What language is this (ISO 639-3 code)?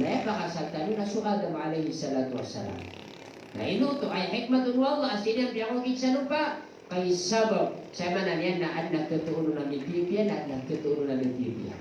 mrw